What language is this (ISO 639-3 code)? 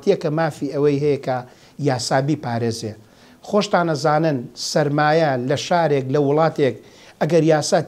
ckb